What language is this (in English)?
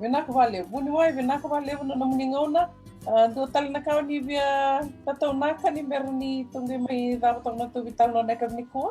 Fijian